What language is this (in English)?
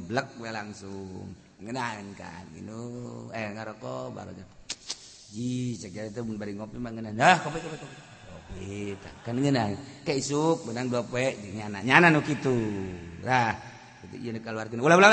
Sundanese